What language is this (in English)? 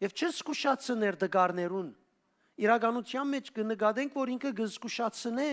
Western Armenian